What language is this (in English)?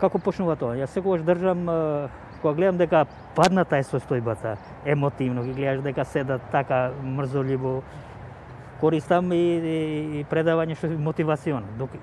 Macedonian